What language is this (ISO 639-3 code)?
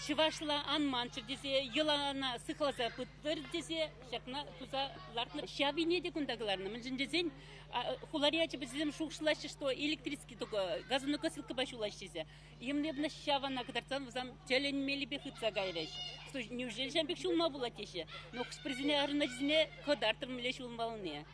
chv